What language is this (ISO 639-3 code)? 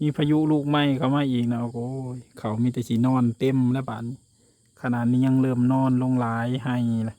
lao